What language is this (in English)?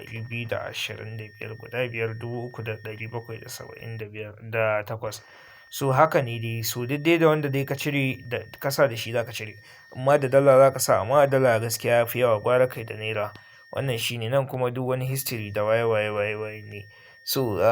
Hausa